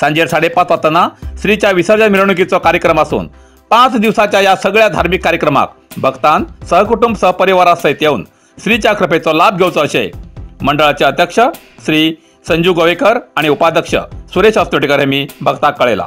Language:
Konkani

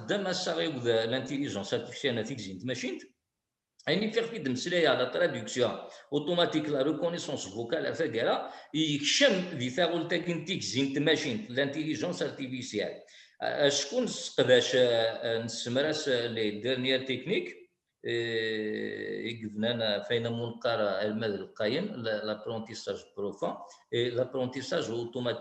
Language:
Kabyle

